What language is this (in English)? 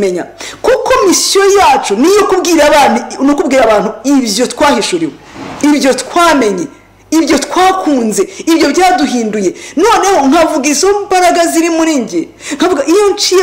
Kinyarwanda